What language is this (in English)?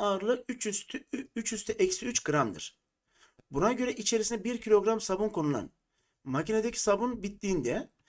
Turkish